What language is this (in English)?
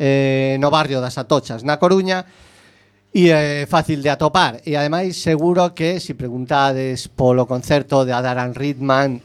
Galician